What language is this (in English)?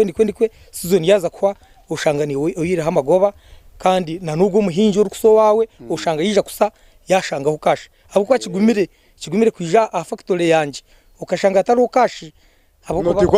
Nyankole